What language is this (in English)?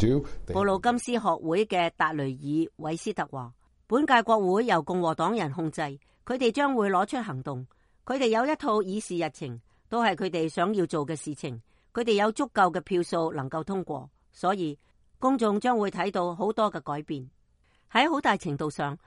Cantonese